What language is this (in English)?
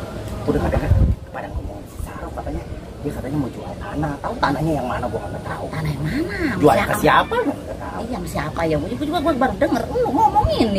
Betawi